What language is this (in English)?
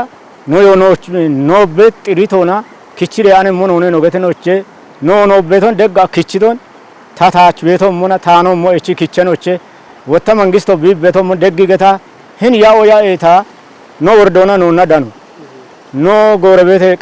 Kafa